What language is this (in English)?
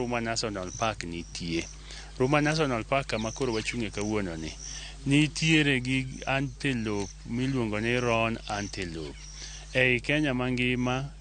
Luo (Kenya and Tanzania)